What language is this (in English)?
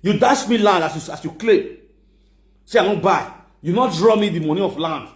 Nigerian Pidgin